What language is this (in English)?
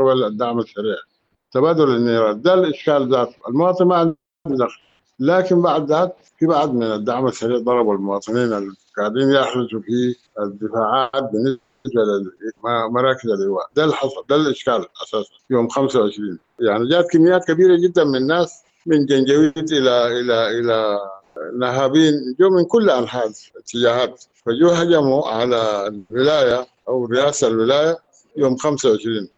Sudanese Arabic